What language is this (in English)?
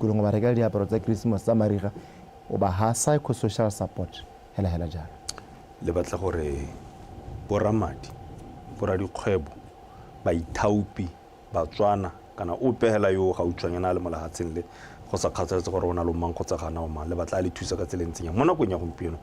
Tswana